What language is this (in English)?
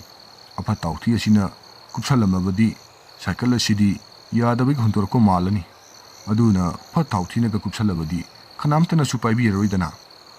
Manipuri